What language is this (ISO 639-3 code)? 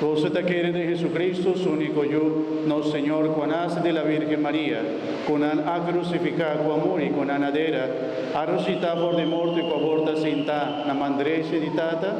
pap